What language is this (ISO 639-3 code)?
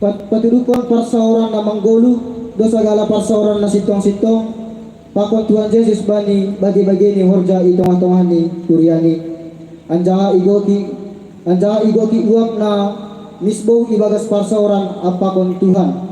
bts